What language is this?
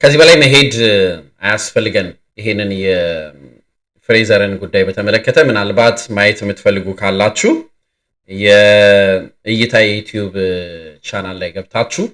Amharic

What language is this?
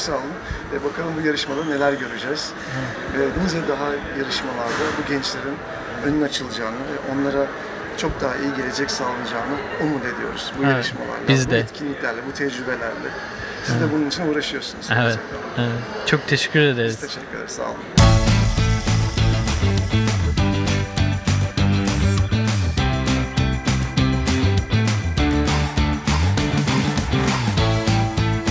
Turkish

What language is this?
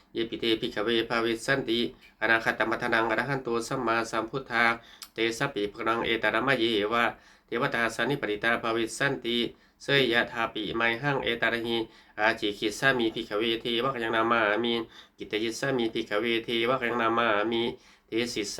Pali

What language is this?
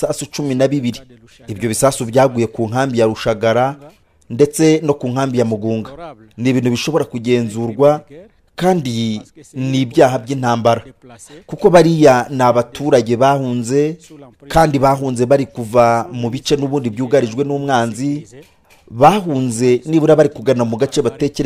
Kinyarwanda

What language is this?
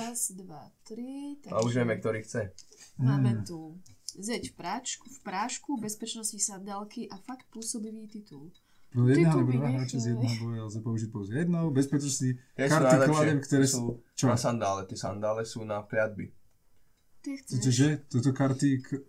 Slovak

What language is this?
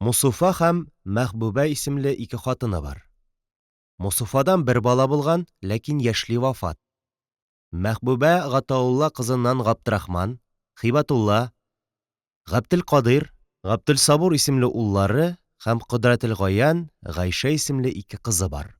Tatar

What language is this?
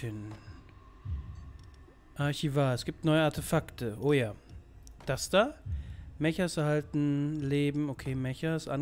German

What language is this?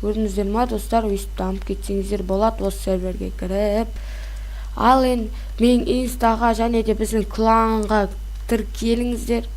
Kazakh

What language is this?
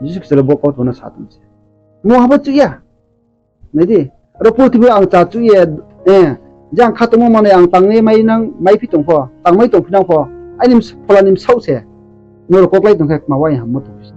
Riang (India)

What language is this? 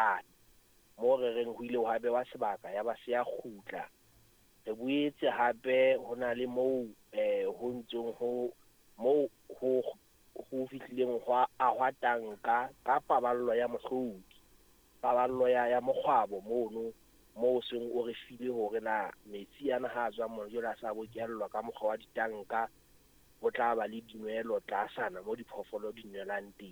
Southern Sotho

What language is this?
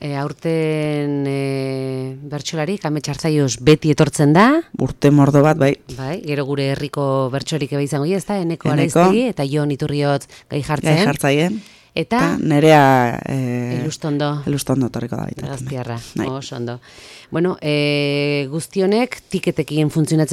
Basque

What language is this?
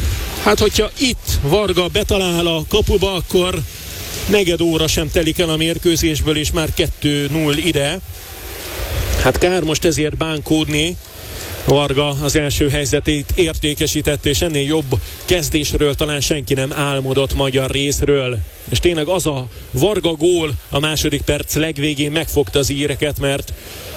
Hungarian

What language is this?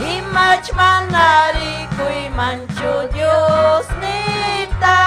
Ayacucho Quechua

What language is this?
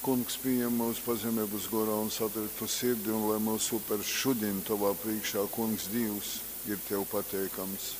Latgalian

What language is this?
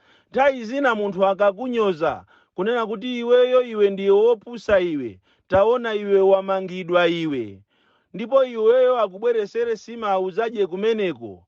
Nyanja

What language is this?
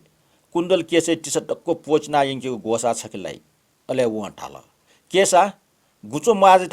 Newari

